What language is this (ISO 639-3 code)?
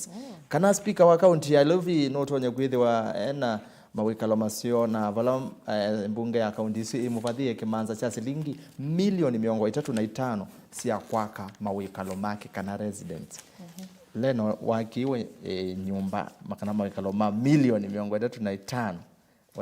kam